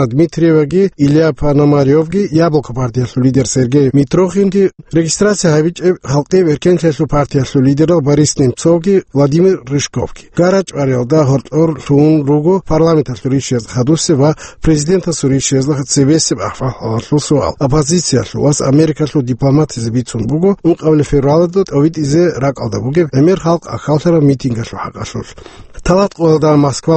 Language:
Avaric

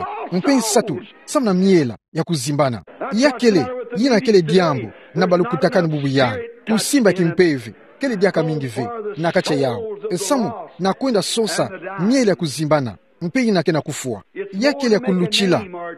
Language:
Kituba (Democratic Republic of Congo)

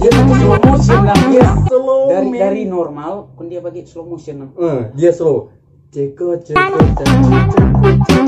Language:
Manado Malay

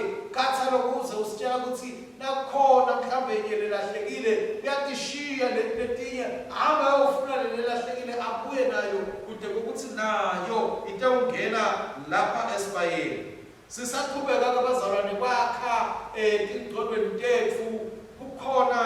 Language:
Swati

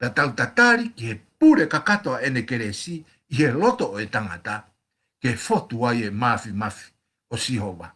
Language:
Tongan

